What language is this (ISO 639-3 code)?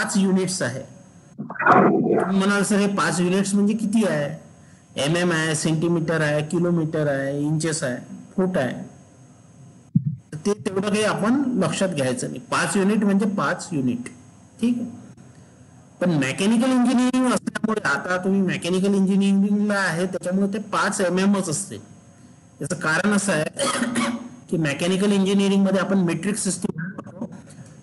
mar